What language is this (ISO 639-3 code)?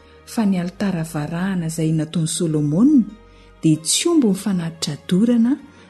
mlg